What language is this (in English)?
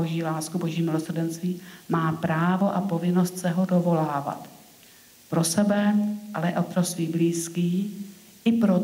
Czech